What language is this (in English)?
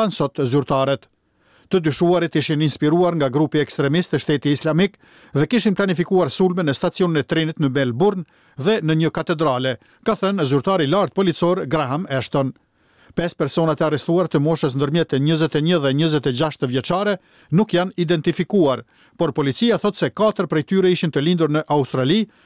Albanian